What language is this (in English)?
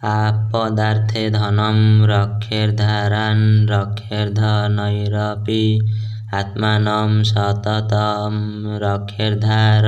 Odia